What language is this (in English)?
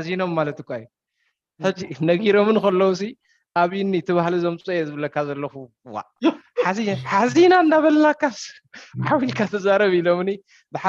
Tigrinya